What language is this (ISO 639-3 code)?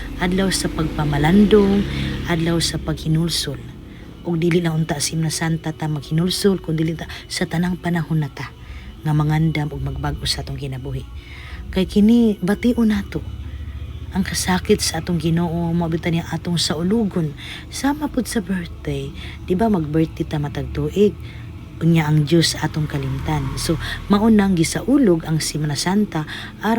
ceb